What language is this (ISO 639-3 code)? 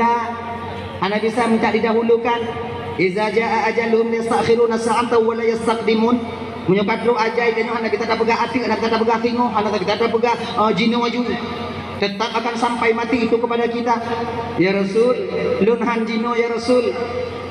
ace